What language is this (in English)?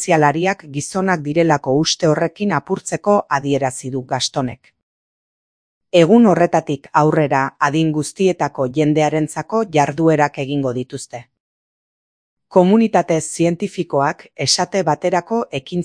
Basque